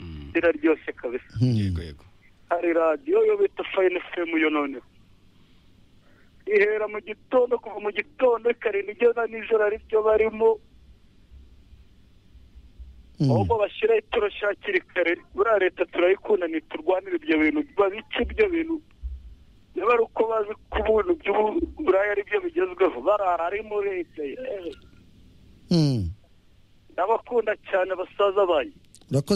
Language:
Kinyarwanda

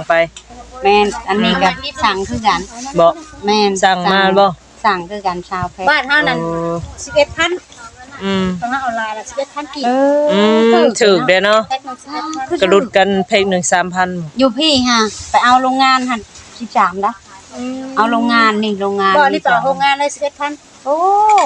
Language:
Northeastern Thai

